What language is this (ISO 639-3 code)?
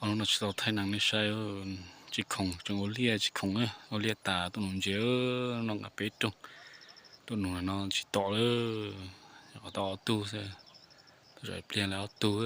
hmn